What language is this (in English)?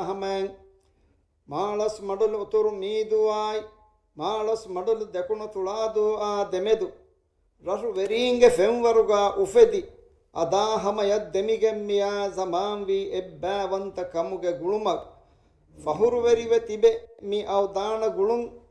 Divehi